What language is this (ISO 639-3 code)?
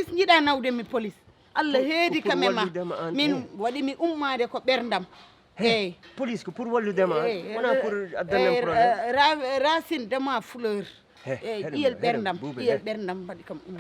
ful